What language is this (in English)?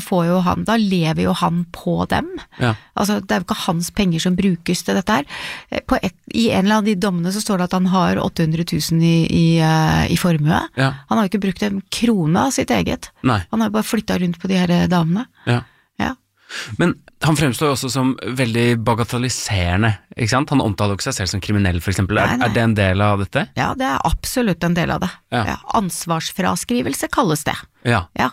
Norwegian